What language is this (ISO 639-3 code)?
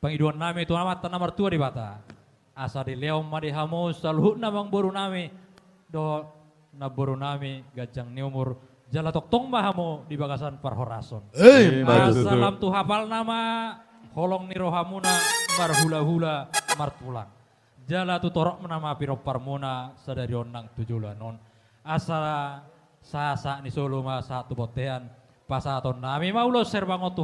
bbc